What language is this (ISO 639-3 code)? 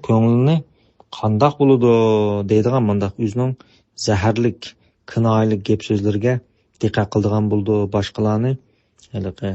uig